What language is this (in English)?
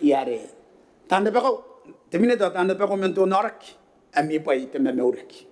Gilbertese